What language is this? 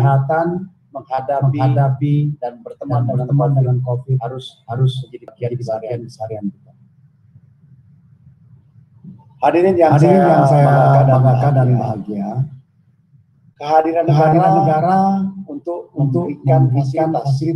Indonesian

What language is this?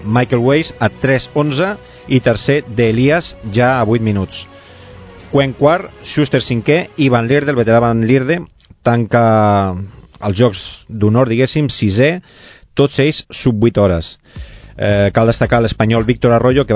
Catalan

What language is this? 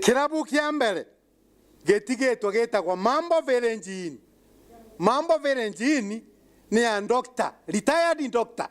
Meru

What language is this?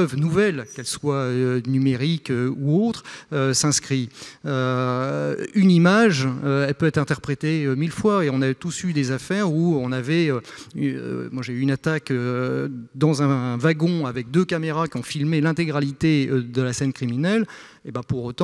French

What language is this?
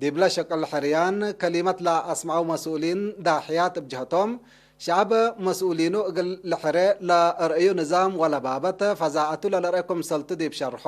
Tigre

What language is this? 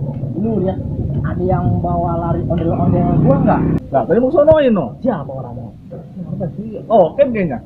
Betawi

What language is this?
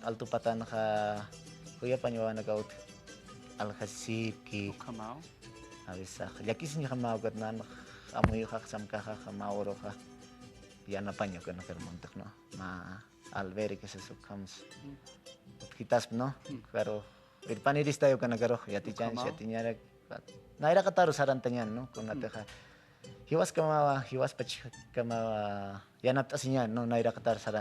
Aymara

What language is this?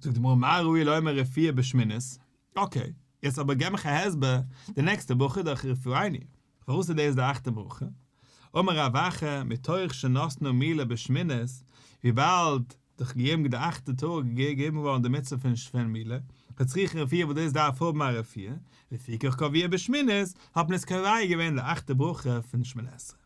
Yiddish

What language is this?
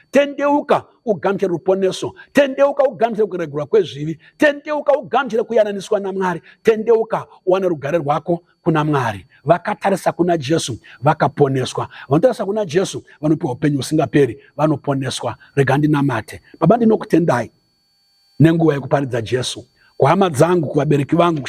Shona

